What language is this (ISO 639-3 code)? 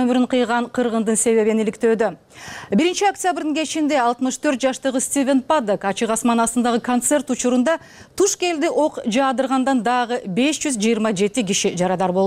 kir